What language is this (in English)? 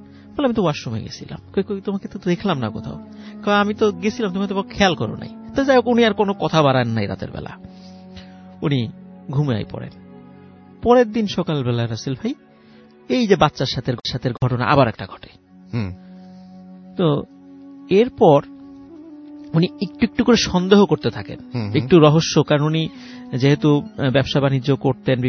Bangla